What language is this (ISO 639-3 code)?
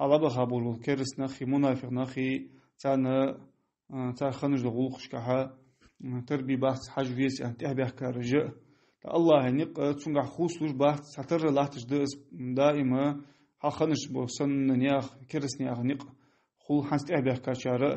inh